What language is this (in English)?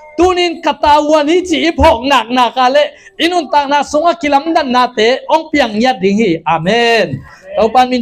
Tedim Chin